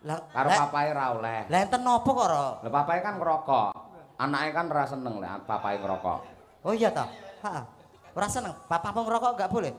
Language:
Javanese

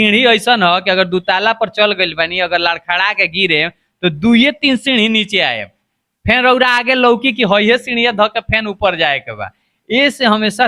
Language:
Bhojpuri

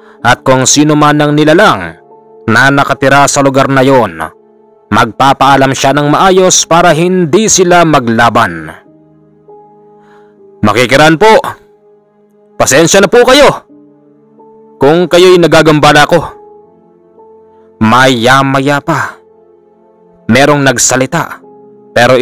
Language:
Filipino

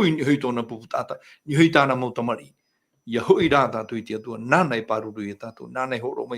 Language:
Tahitian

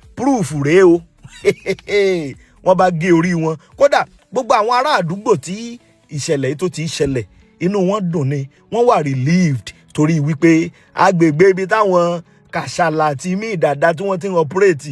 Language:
Yoruba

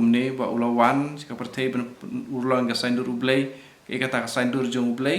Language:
Khasi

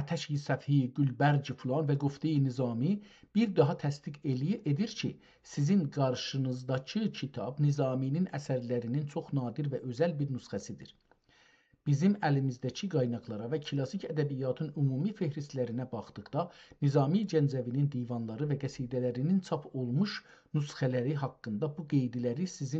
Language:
South Azerbaijani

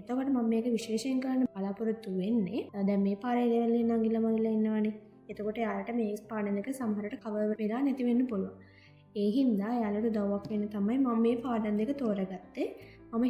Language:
Sinhala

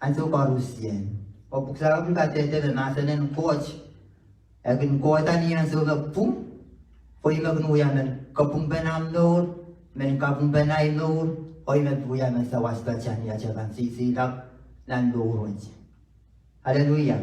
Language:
Pohnpeian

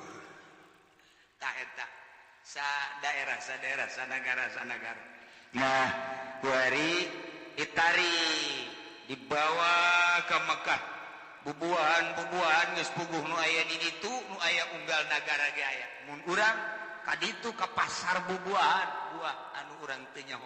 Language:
Sundanese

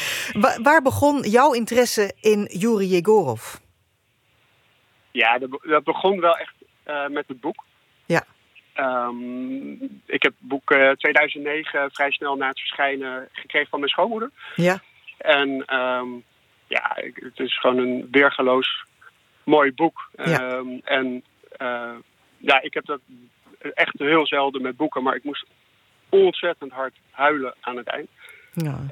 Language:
Dutch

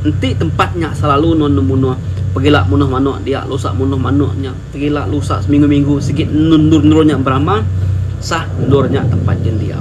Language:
Iban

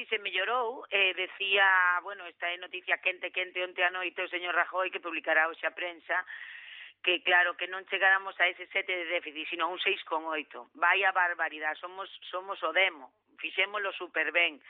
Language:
Galician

